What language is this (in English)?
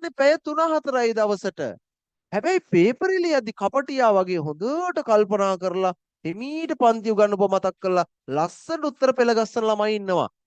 Sinhala